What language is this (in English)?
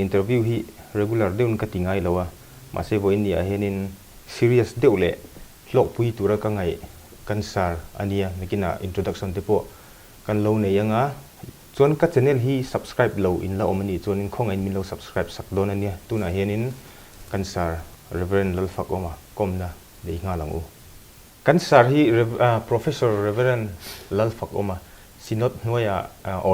Mizo